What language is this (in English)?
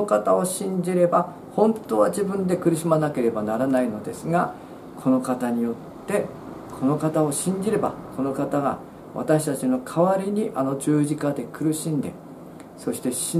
Japanese